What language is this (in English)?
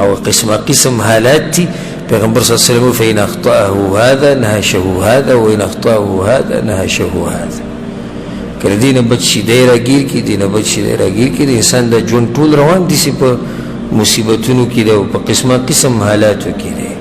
Pashto